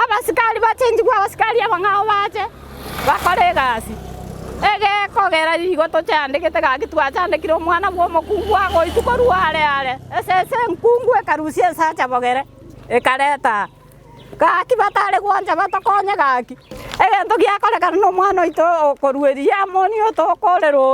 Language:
Gusii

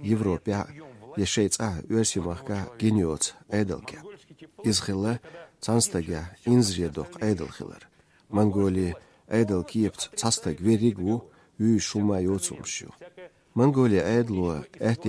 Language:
Chechen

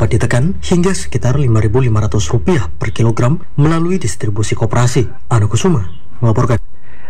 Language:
Indonesian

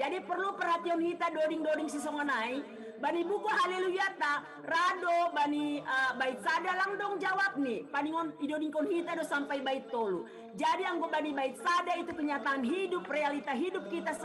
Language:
Batak Simalungun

